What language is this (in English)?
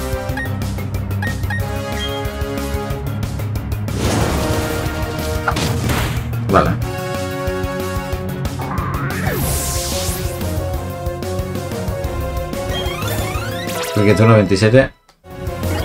Spanish